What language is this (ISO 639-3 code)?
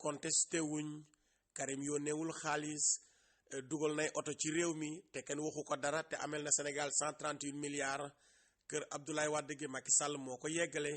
wol